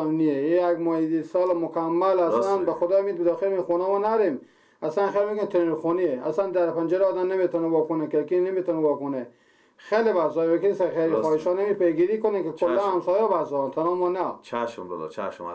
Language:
Persian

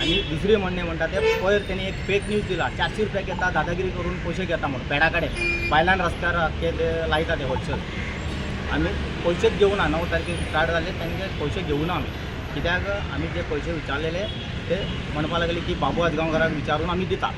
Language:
Konkani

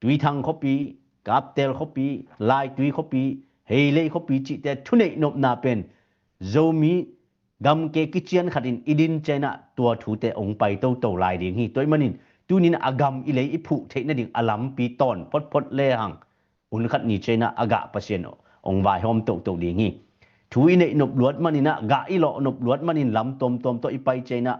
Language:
Tedim Chin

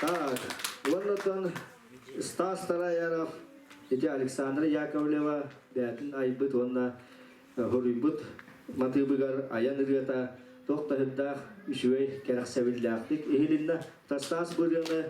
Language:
Yakut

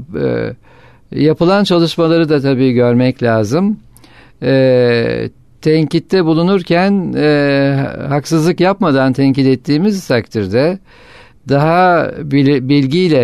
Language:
Turkish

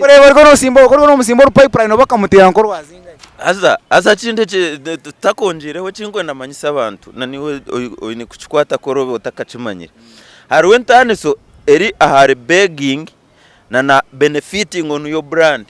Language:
Nyankole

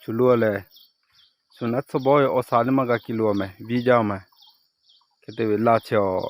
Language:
Lahu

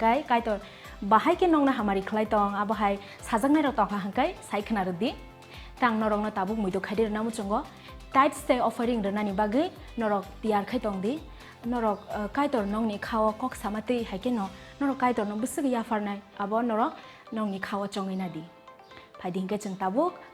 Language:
Kok Borok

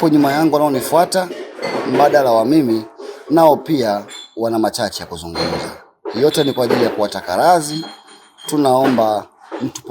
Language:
Swahili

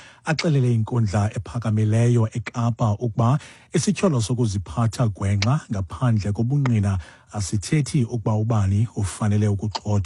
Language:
Xhosa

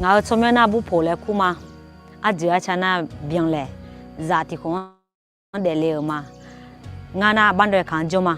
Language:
Akha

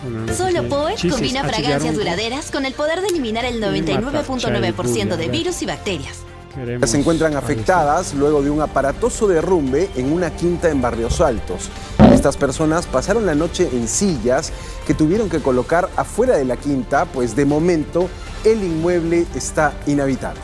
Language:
Ayacucho Quechua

